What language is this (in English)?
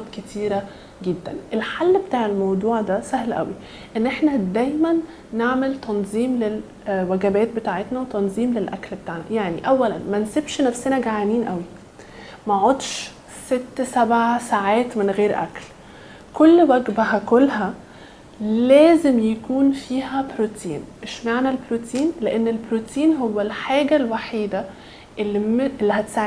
Egyptian Arabic